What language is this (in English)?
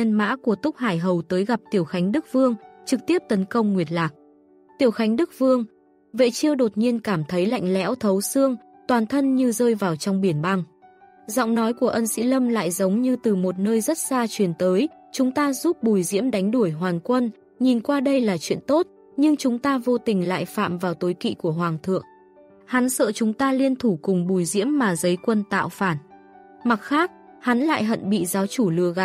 Vietnamese